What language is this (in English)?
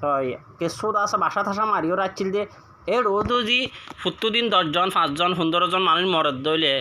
Rohingya